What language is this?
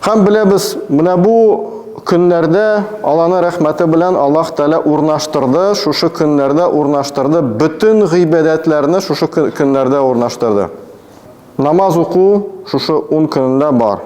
Tatar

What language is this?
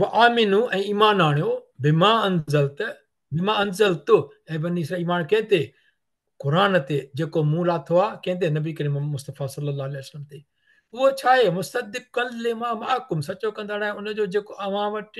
Sindhi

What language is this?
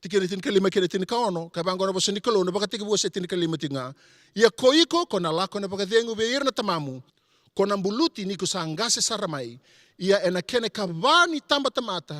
Fijian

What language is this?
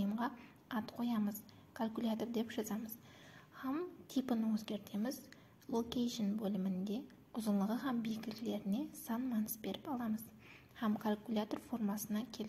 Kara-Kalpak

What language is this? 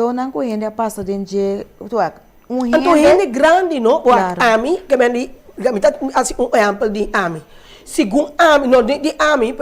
Papiamento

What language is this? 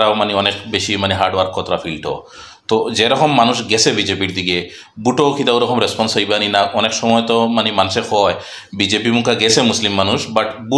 Sylheti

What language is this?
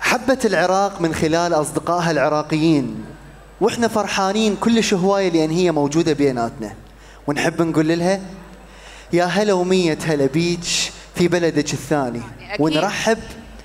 Mesopotamian Arabic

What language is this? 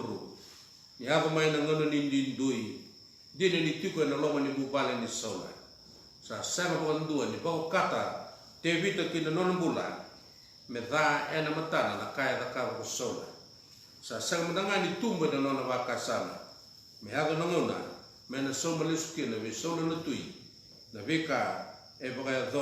Fijian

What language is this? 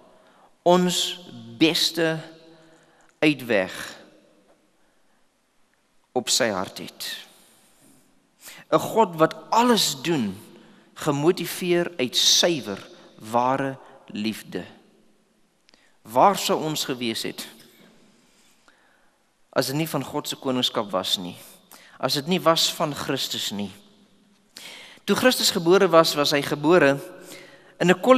Afrikaans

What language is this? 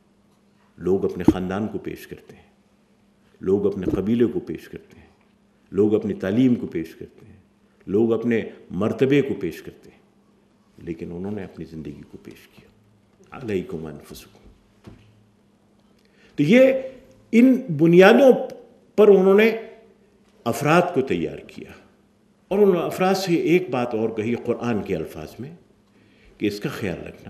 Urdu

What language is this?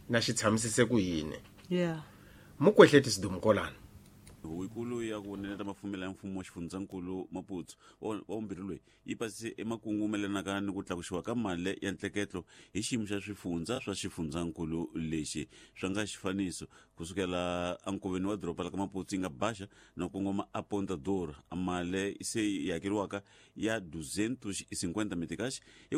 Tsonga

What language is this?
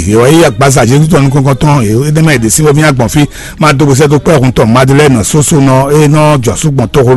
Fon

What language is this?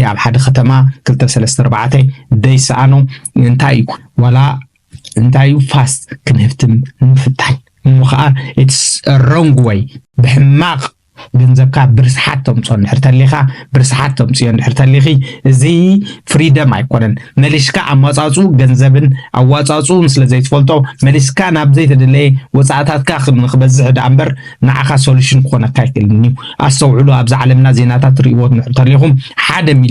Tigrinya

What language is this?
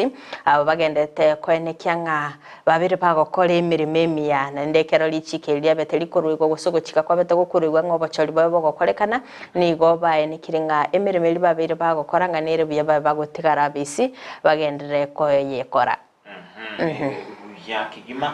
Gusii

